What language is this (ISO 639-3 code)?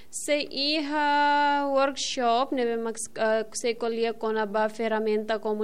tet